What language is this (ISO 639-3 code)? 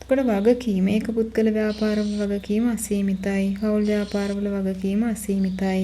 sin